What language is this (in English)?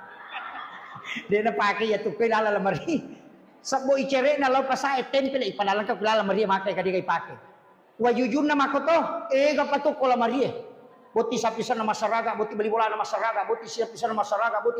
Buginese